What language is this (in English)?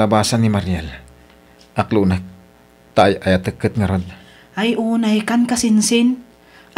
Iloko